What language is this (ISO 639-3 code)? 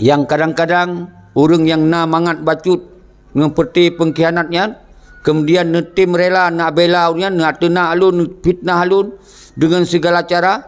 ace